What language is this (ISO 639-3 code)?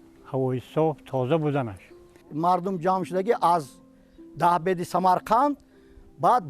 tgk